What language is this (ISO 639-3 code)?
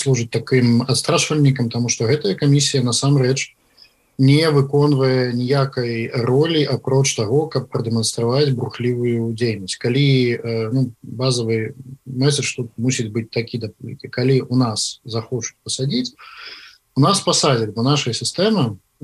bel